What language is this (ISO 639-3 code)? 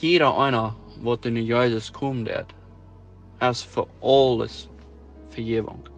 pdt